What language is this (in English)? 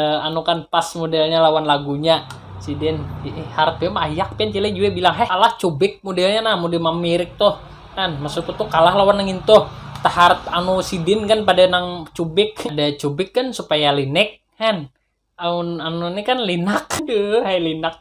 Banjar